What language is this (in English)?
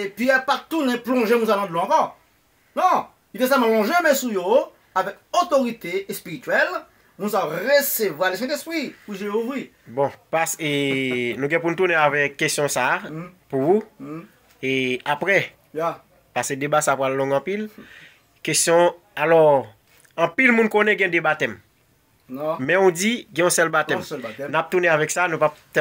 Haitian Creole